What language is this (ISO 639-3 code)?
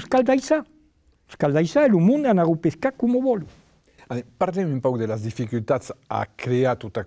oci